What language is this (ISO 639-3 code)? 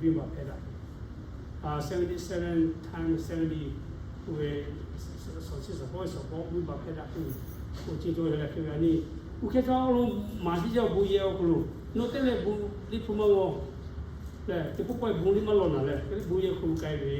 lhu